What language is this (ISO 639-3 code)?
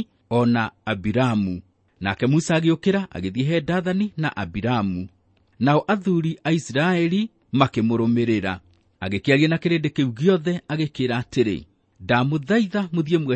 kik